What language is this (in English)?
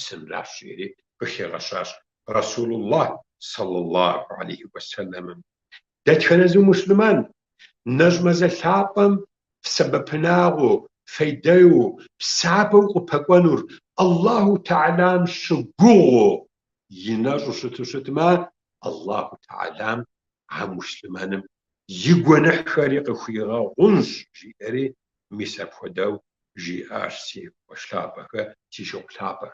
Kabardian